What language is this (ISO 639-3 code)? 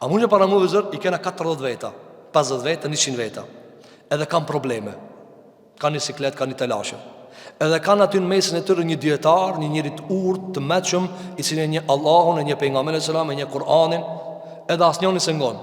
sqi